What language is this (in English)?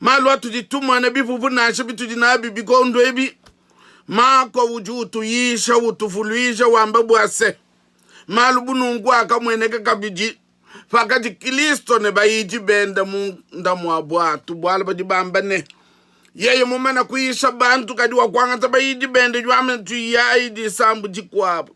Luba-Lulua